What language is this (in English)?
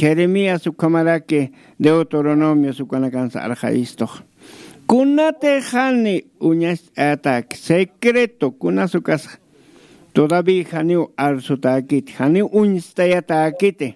Aymara